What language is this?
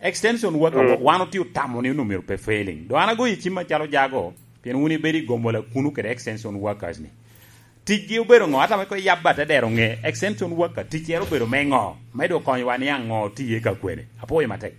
Lango (Uganda)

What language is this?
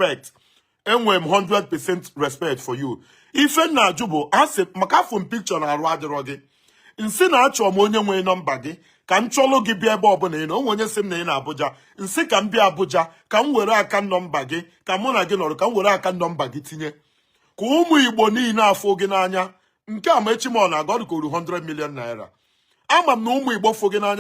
Igbo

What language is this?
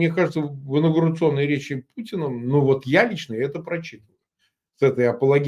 Russian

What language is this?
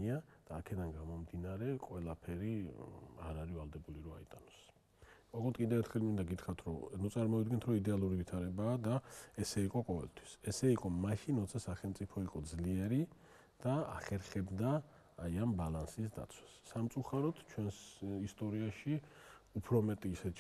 Georgian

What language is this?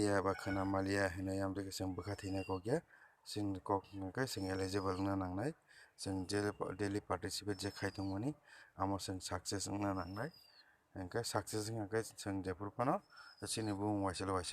Kok Borok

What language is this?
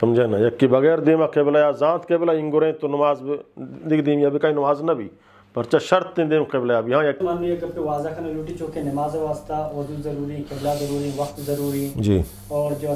Eastern Balochi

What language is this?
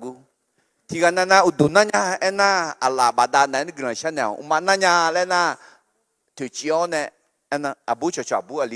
Akha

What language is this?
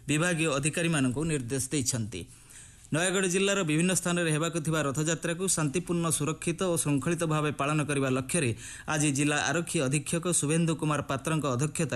Odia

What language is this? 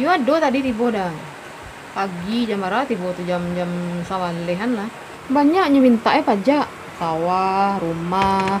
Minangkabau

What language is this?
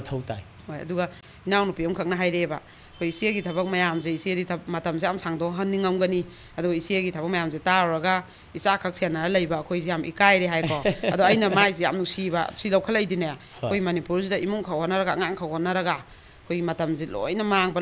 Manipuri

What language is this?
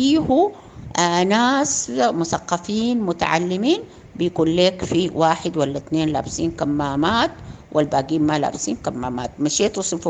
Sudanese Arabic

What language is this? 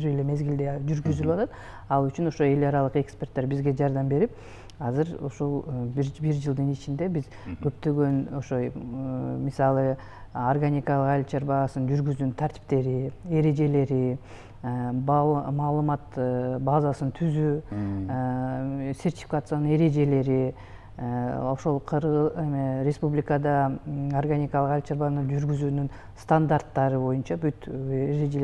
Kyrgyz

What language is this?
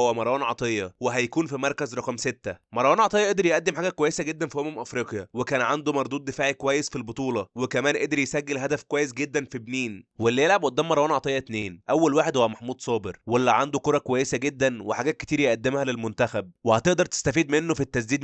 Egyptian Arabic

